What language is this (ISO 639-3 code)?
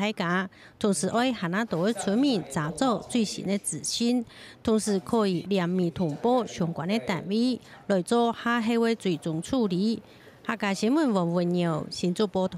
hak